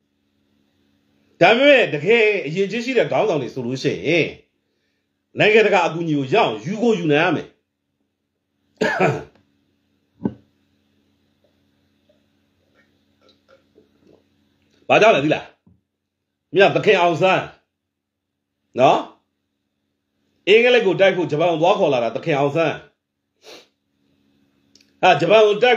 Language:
Burmese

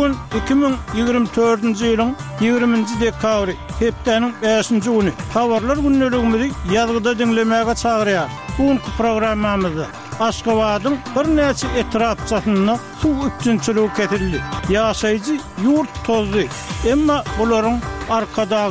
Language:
Turkmen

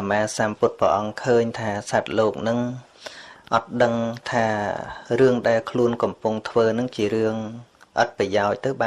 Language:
Khmer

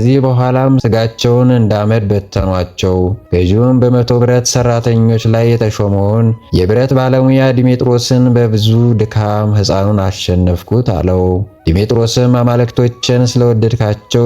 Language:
Amharic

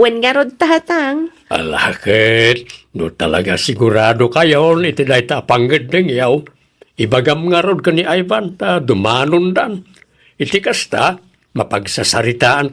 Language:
Iloko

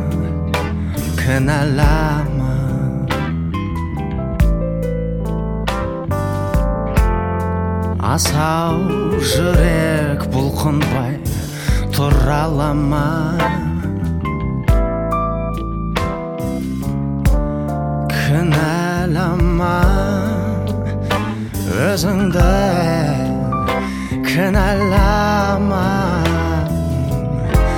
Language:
Kazakh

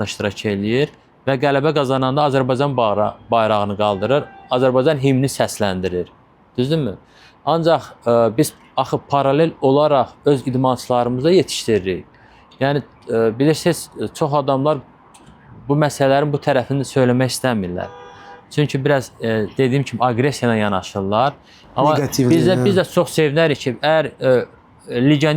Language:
Azerbaijani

